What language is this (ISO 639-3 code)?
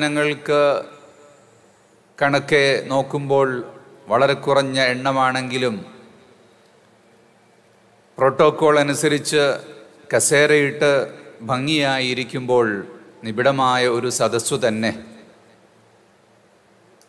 mal